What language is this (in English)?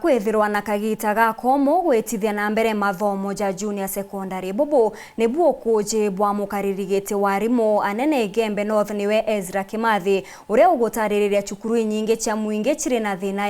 Meru